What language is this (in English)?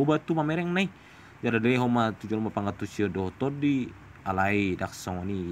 Batak Toba